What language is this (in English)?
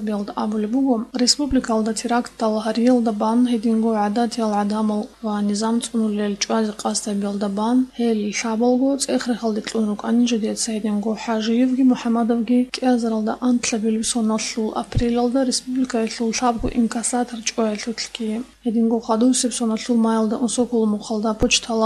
Avaric